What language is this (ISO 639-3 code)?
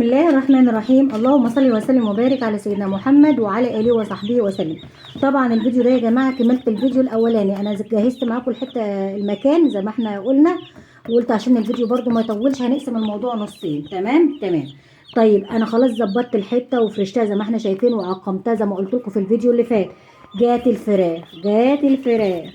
arz